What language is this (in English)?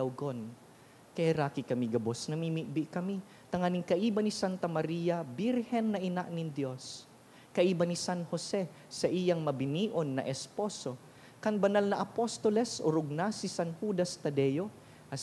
Bikol